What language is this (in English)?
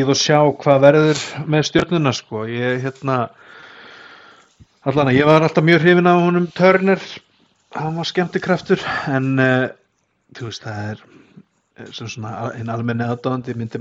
Icelandic